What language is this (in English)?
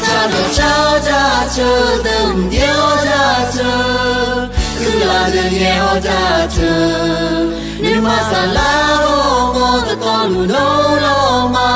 Akha